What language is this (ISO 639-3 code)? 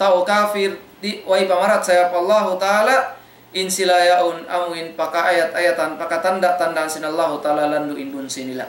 tsg